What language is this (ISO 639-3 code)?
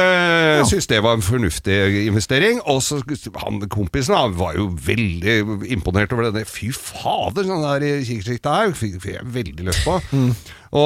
nor